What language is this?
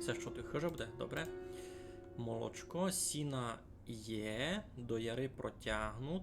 Rusyn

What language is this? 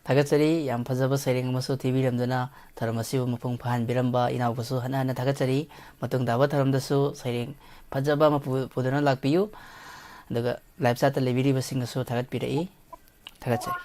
Manipuri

